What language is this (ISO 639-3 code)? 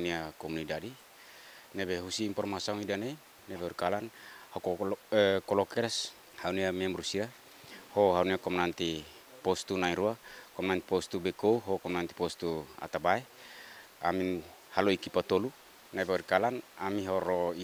tet